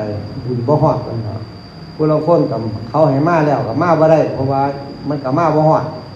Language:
Northeastern Thai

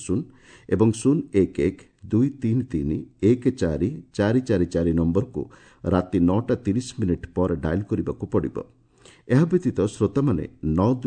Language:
Odia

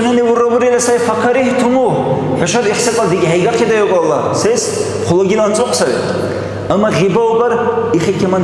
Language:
Dargwa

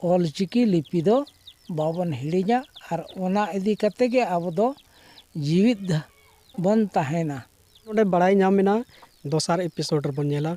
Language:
Santali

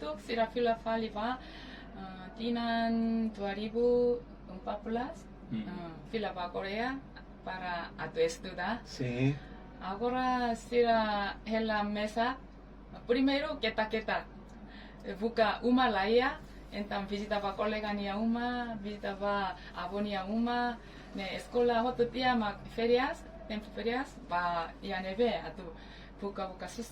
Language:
Tetum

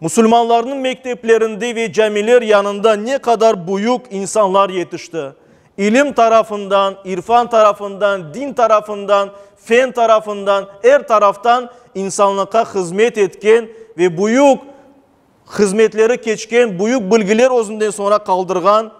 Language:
Crimean Tatar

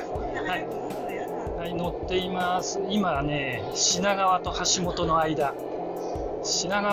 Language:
Japanese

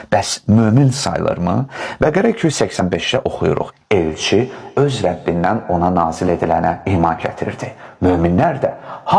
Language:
Azerbaijani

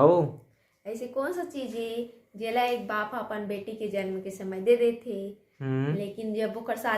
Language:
Chhattisgarhi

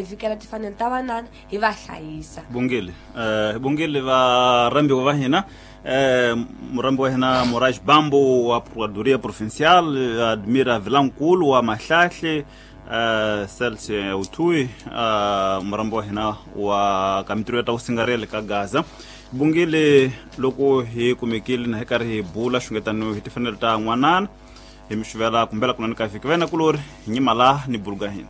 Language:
Tsonga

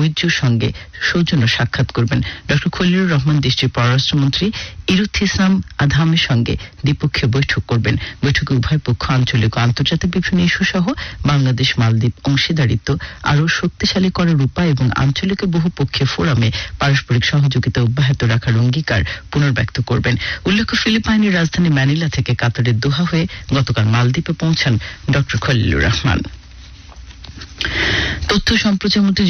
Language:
Bangla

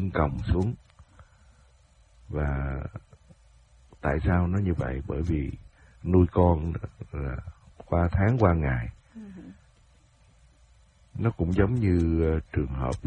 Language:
Vietnamese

